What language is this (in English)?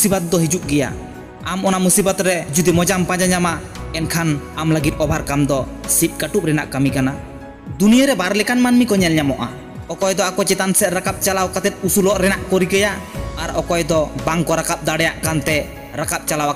Santali